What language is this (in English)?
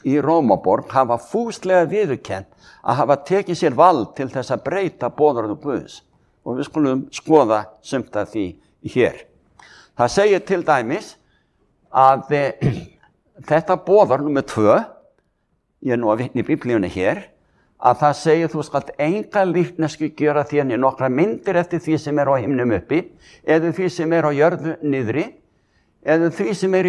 Icelandic